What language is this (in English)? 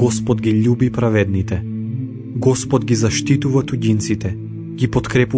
Macedonian